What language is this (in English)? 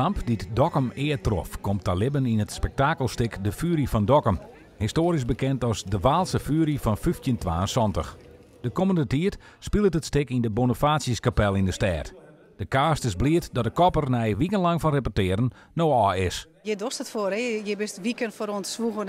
Western Frisian